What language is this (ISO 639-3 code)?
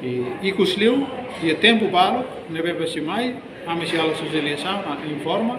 tet